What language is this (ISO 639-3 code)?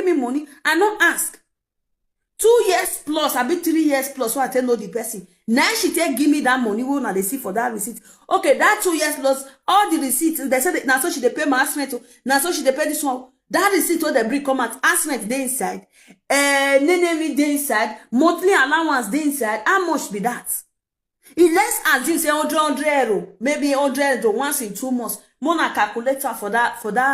pcm